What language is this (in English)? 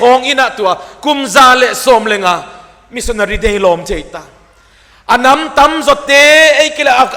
Paite Chin